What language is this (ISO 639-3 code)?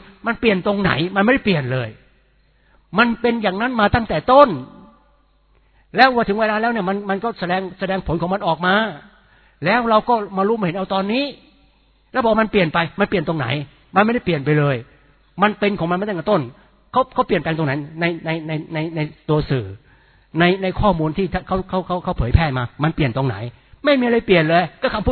tha